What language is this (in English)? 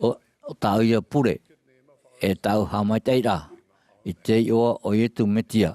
Tahitian